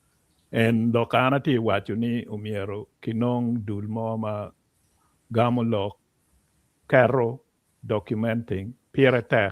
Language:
Acoli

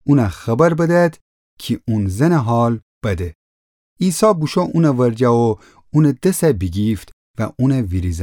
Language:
Gilaki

